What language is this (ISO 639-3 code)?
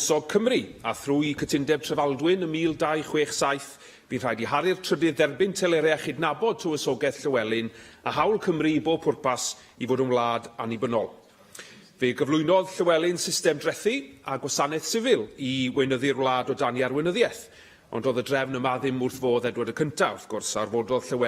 cym